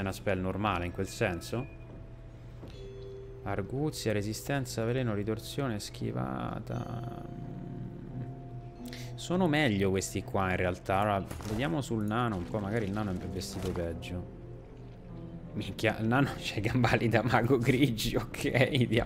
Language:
Italian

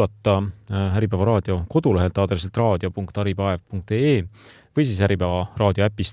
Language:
Estonian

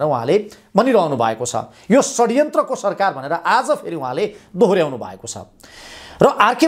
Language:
Nepali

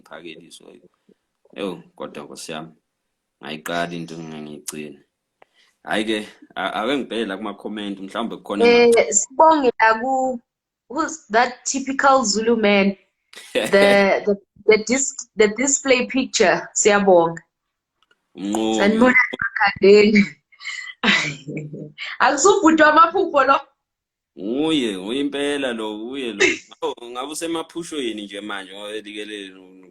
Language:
Zulu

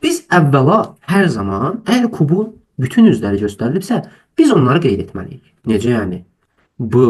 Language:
Azerbaijani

